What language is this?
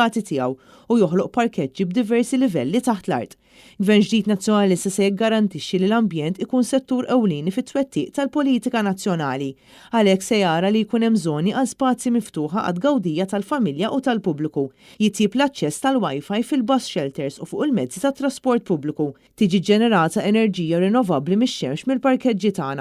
Maltese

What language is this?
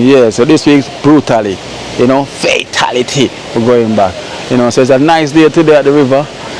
Jamaican Creole English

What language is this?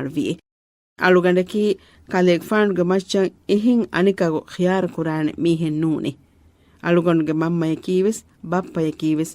Divehi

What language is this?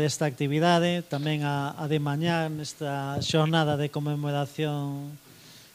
Galician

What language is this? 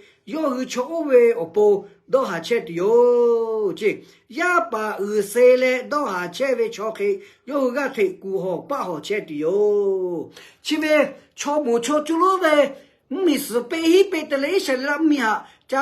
Lahu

